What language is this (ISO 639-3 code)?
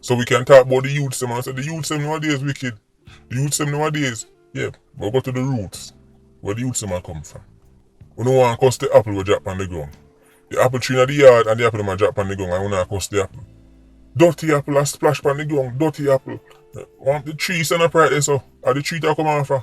jam